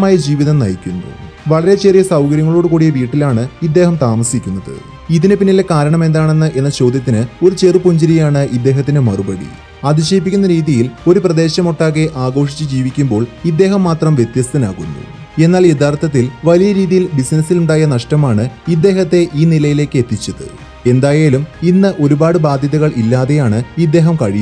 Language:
Malayalam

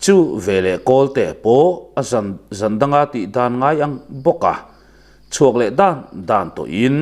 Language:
Mizo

